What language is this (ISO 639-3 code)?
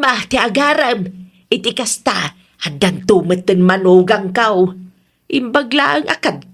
ilo